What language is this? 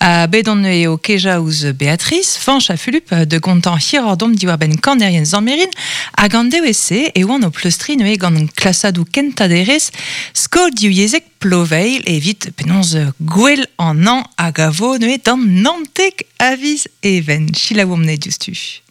Breton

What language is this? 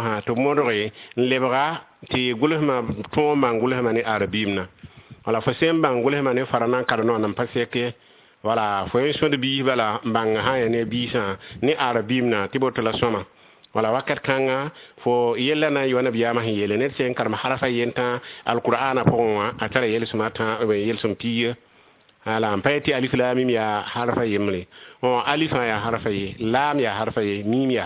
Mossi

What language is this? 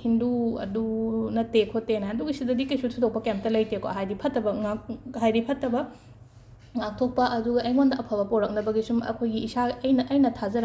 Manipuri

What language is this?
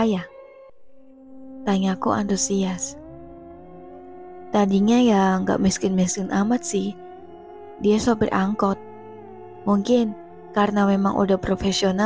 Indonesian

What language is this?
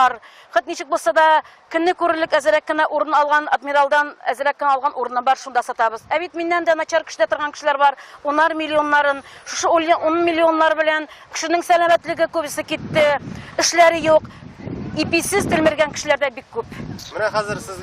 Tatar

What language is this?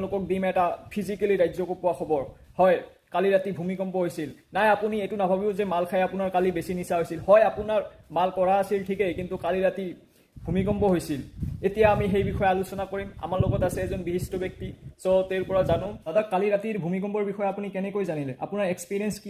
Assamese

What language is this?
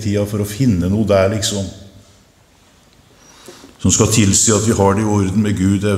Norwegian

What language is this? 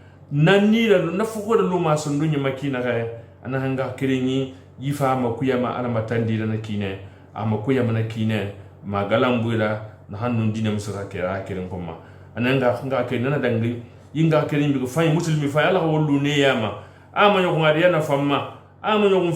Susu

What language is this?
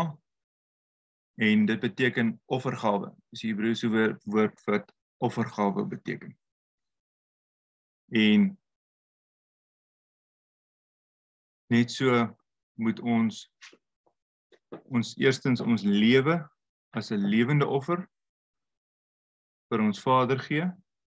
Afrikaans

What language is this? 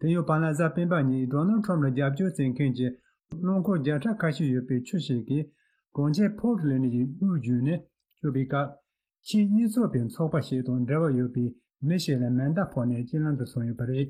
Tibetan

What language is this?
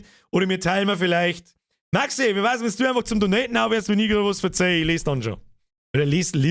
Bavarian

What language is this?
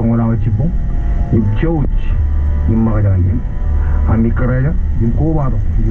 Marshallese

